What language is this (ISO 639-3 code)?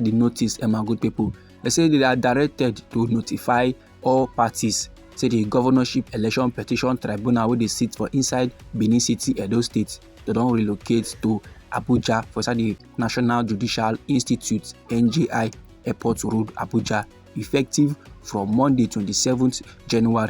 pcm